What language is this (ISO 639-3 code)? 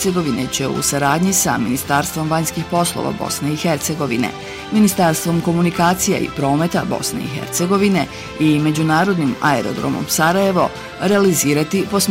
bos